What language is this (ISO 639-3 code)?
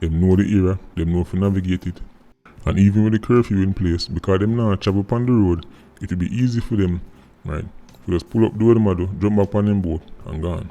jam